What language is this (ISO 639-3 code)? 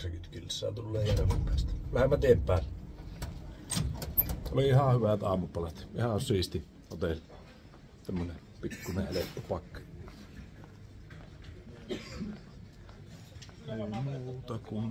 fin